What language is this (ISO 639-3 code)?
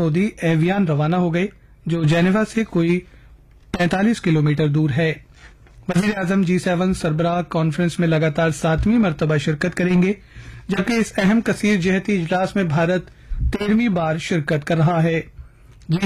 urd